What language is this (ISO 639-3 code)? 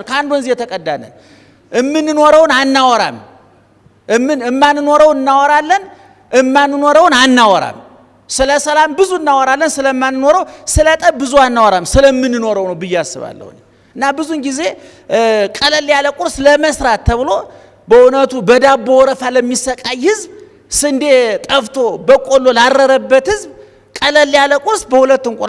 amh